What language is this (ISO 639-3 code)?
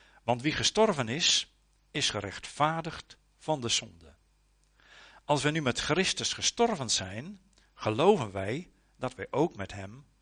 nld